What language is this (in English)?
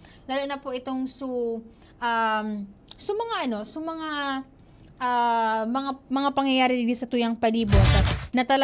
Bikol